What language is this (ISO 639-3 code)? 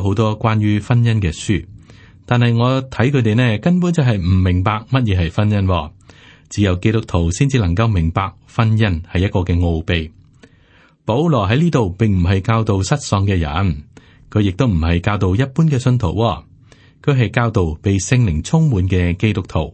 yue